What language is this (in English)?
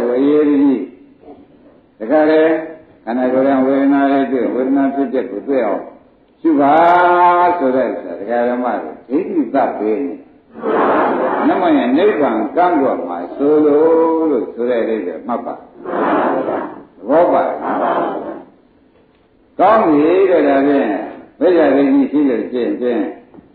Burmese